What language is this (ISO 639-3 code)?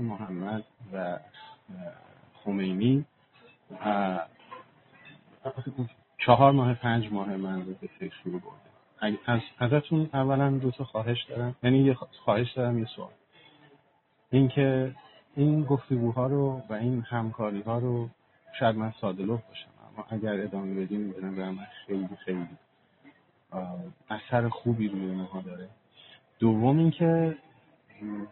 fas